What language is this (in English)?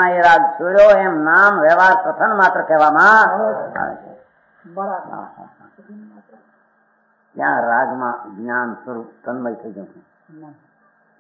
Gujarati